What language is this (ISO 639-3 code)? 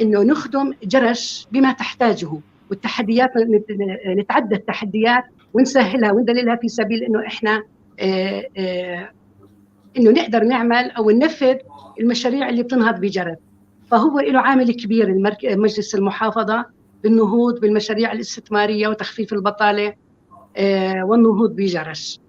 apc